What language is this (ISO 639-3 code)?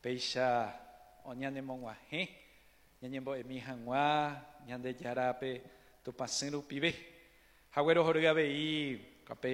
grn